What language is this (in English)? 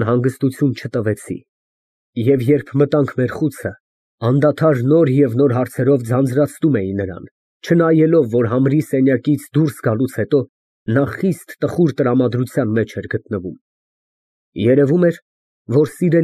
Armenian